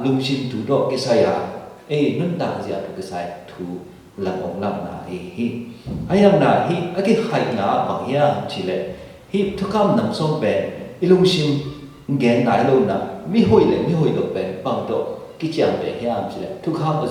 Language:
Tedim Chin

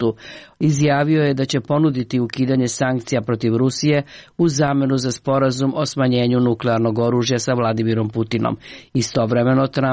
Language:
Serbian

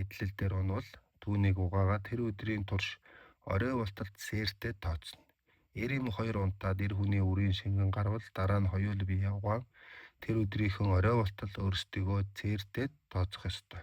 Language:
Mongolian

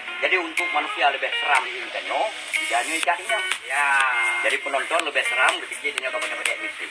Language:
Achinese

